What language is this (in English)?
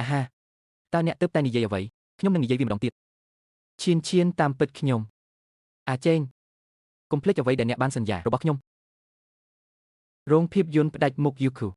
Khmer